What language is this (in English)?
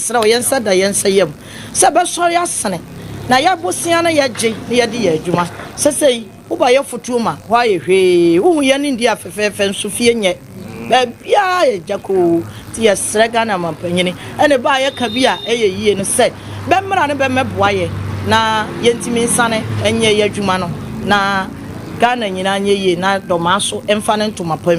Akan